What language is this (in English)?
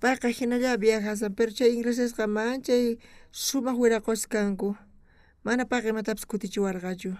South Bolivian Quechua